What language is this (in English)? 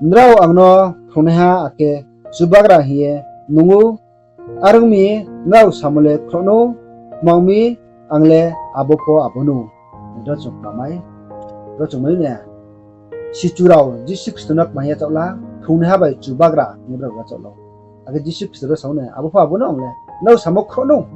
Riang (India)